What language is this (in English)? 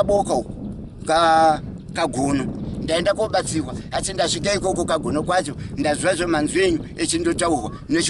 Shona